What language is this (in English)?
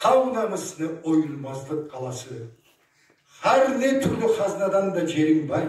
Karachay-Balkar